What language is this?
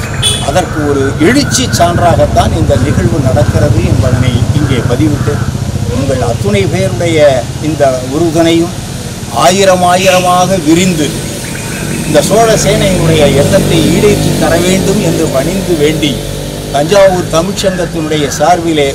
Tamil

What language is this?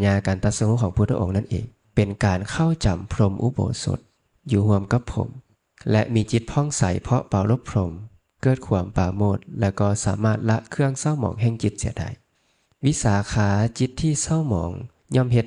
Lao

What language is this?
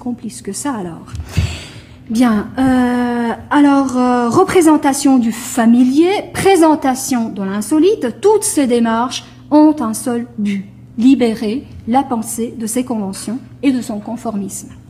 French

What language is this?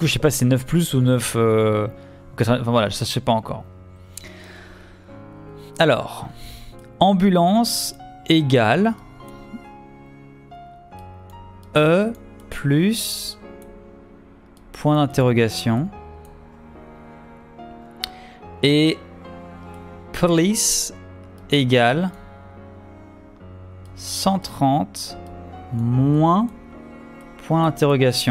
French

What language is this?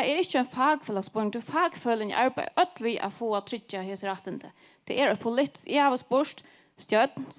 Faroese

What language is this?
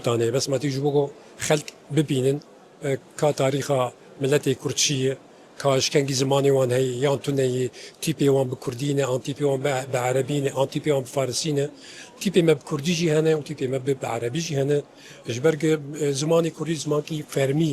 Kurdish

